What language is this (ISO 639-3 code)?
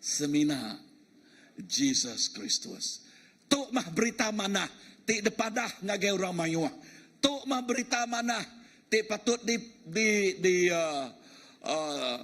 iba